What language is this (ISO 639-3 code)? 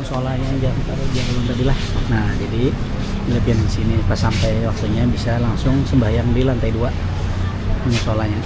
bjn